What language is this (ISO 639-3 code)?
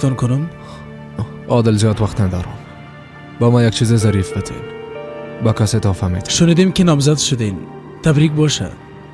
fas